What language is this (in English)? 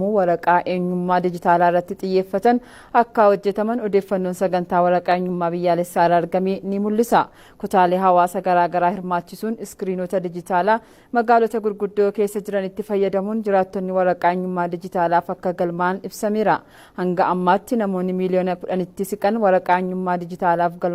Oromo